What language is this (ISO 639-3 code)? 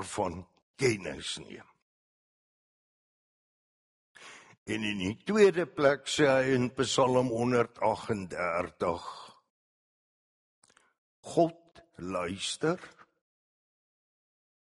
afr